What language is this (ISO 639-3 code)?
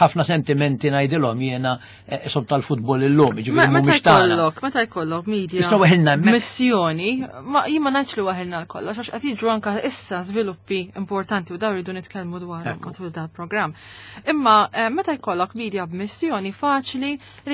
mlt